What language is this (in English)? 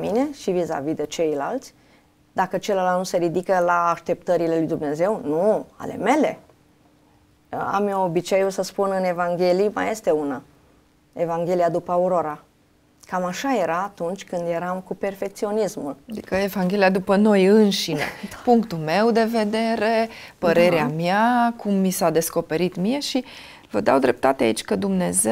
Romanian